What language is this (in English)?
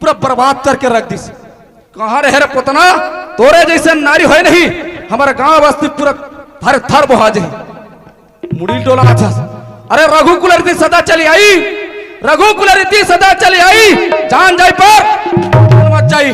Chhattisgarhi